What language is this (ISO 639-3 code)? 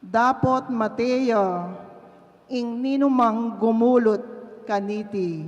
pam